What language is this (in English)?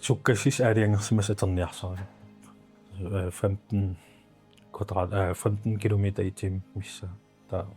Kalaallisut